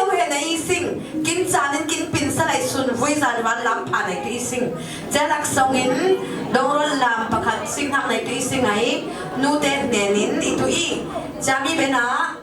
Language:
Falam Chin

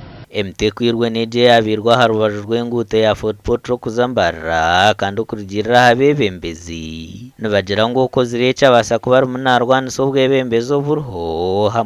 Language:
Nyankole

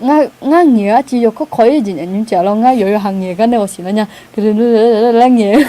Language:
Akha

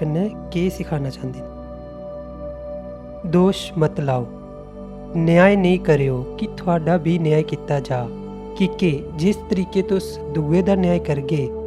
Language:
Dogri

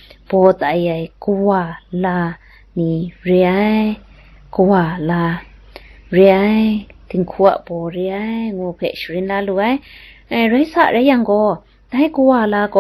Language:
Kachin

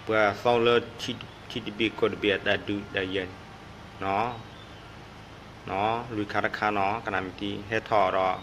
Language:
S'gaw Karen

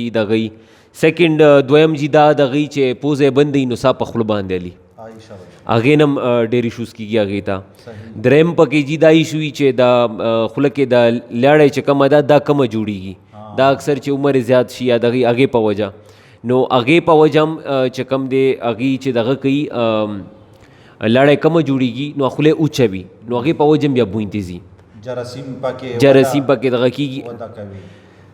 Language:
Pashto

